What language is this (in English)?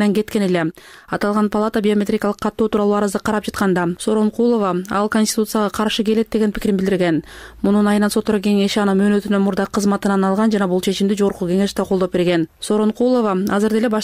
Kyrgyz